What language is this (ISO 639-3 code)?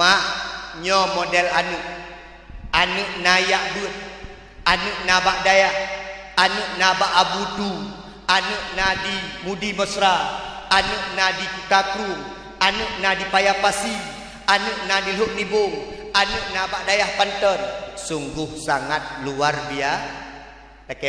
ace